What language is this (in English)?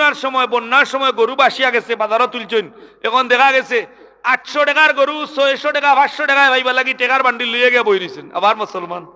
Sylheti